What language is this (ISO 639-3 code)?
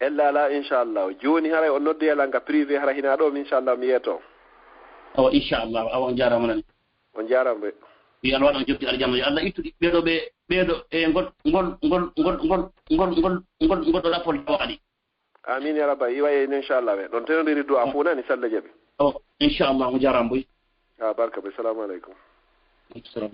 ful